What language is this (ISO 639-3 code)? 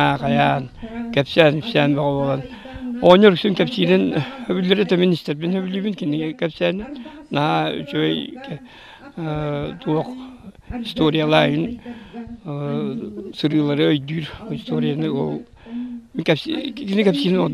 sah